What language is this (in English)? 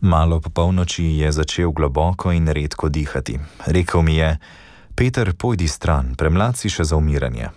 Slovenian